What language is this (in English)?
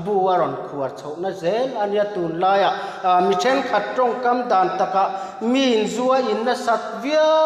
Mizo